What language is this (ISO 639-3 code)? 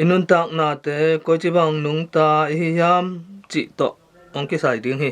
ctd